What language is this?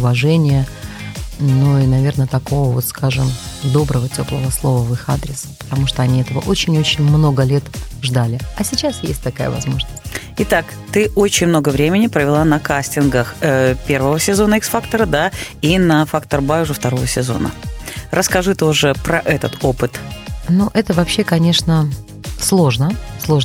Russian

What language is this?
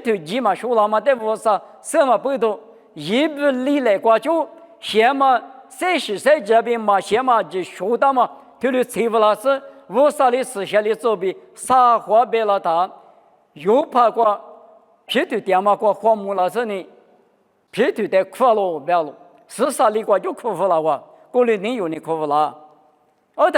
Lisu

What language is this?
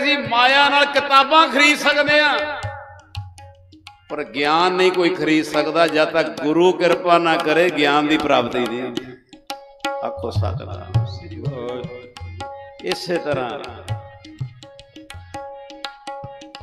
Punjabi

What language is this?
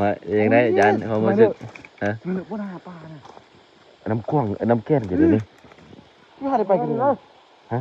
Lao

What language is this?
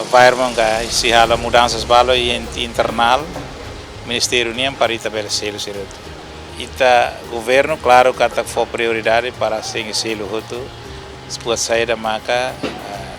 Tetum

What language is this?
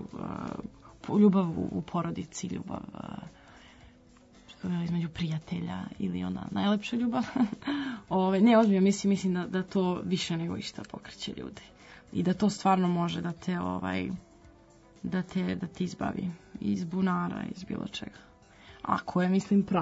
Serbian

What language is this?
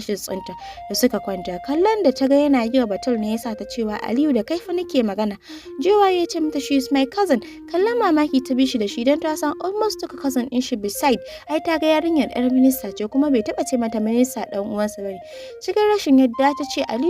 Hausa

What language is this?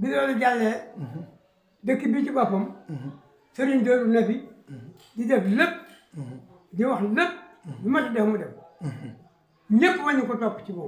Wolof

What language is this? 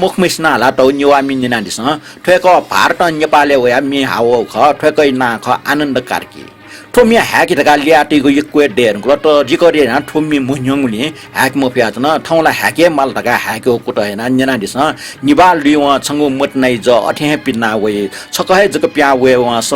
Newari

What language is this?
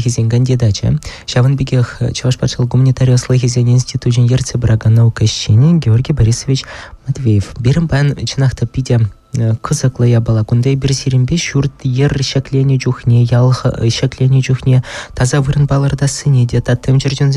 Chuvash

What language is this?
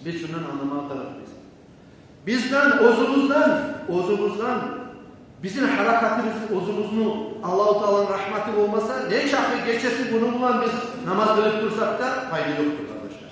Kumyk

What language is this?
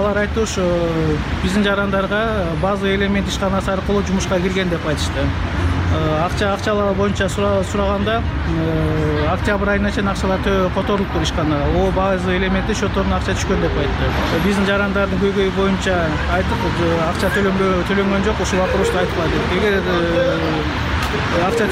Kyrgyz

